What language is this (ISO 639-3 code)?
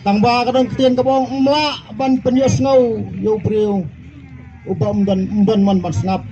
kha